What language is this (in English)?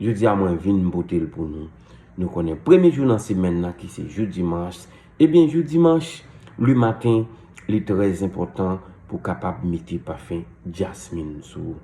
Haitian Creole